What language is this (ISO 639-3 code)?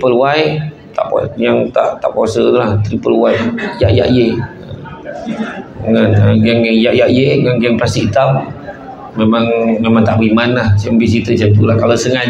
msa